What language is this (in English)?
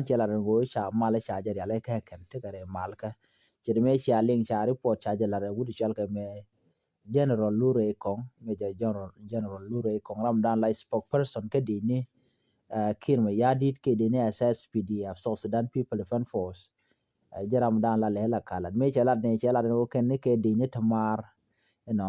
Nuer